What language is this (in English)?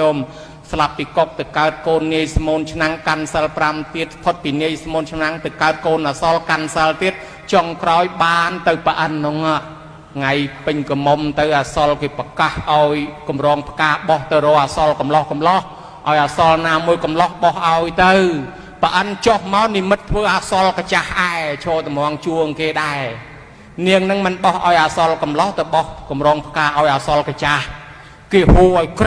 Khmer